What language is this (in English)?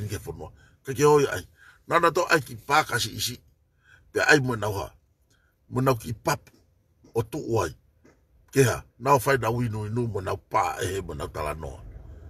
Tongan